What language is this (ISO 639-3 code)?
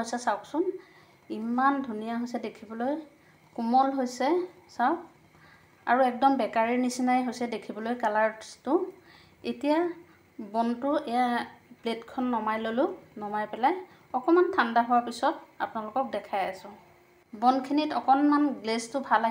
asm